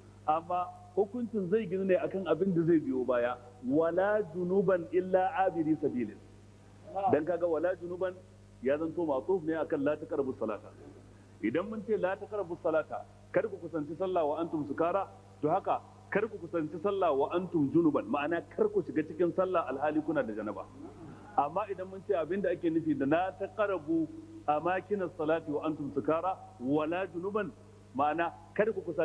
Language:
Hausa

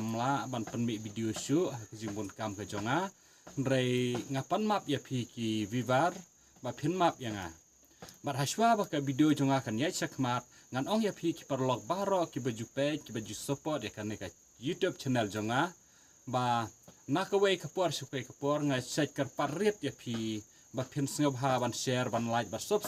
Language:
Khasi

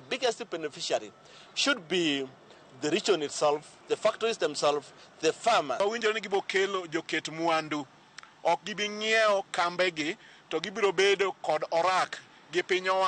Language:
Luo (Kenya and Tanzania)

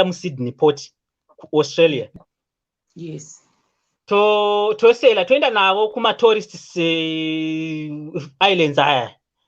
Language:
Shona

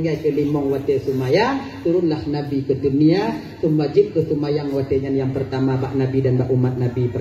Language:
Achinese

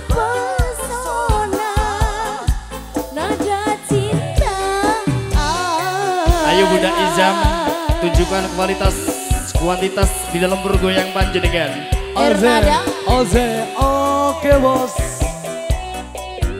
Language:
Indonesian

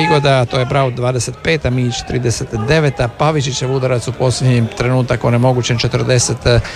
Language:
Croatian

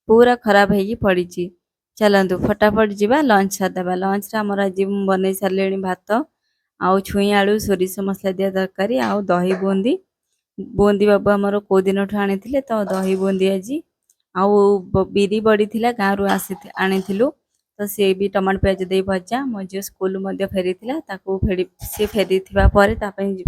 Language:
Odia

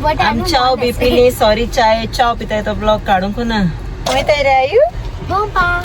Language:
Konkani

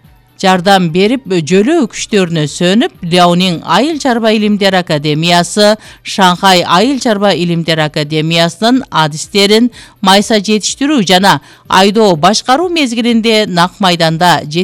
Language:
Kyrgyz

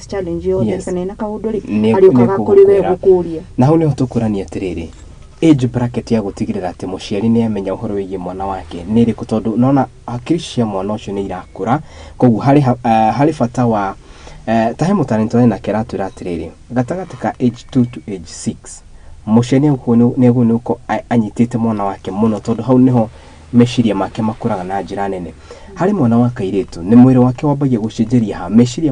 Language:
Kikuyu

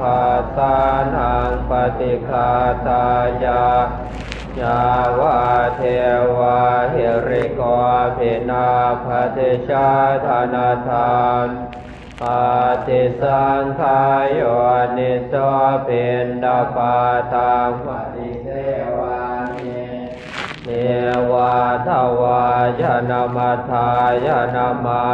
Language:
Pali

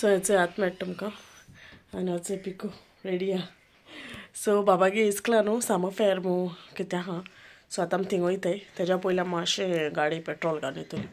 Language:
Konkani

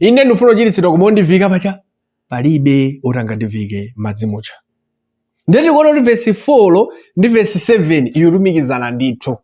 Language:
Nyanja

